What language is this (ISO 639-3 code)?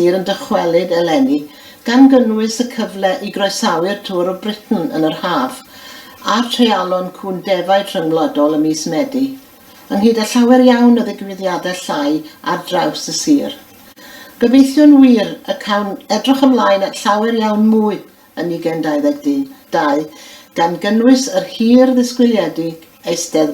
cym